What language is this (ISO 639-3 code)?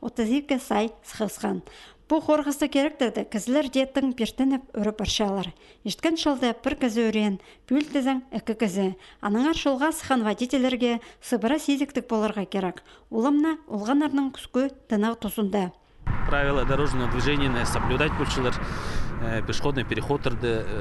kjh